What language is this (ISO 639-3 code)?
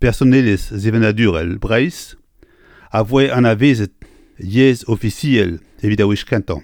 bre